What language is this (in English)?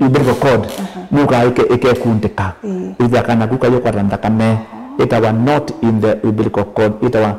Kamba